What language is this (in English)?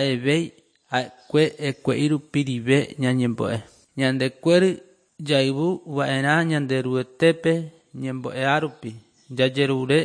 Guarani